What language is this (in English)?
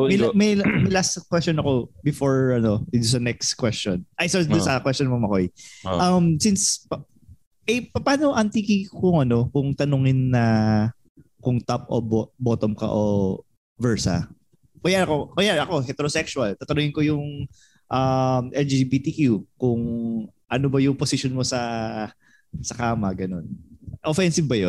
Filipino